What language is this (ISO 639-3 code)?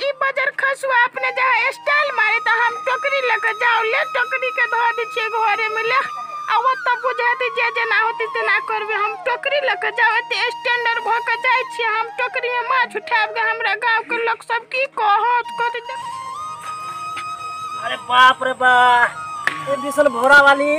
mai